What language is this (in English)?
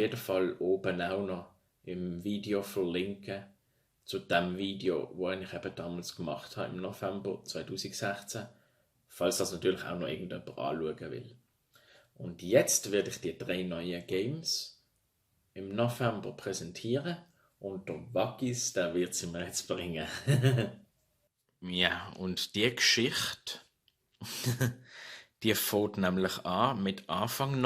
Swiss German